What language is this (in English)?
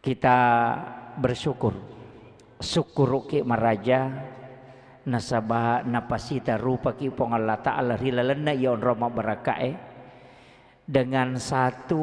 Buginese